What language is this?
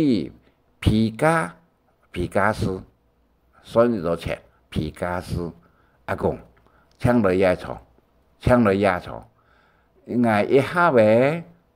Hakka Chinese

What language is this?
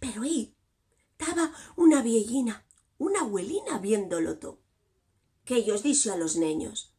Asturian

